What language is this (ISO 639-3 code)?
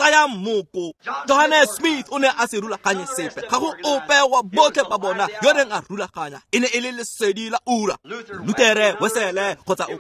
tsn